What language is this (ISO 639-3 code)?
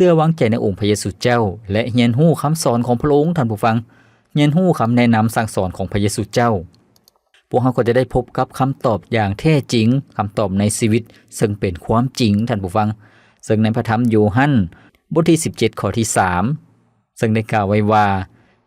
lao